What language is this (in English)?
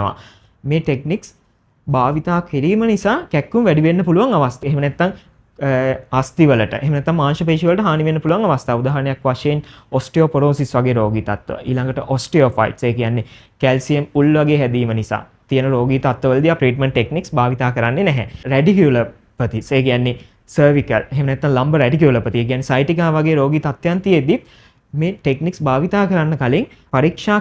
Sinhala